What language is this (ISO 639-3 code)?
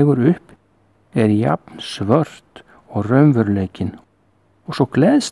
isl